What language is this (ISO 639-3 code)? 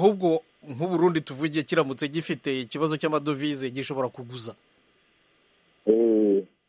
kin